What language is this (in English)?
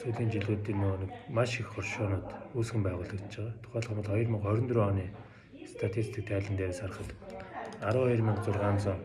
Mongolian